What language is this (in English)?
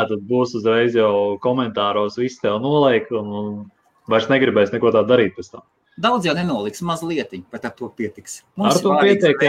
Latvian